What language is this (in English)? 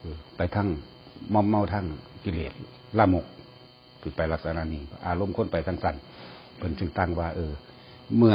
Northeastern Thai